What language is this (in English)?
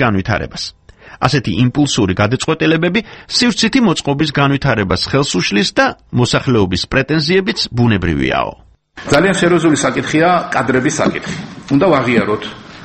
Georgian